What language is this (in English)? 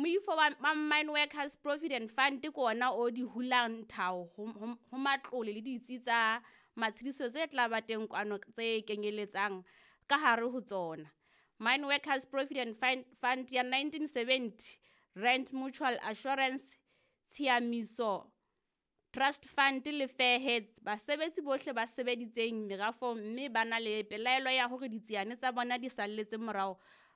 Southern Sotho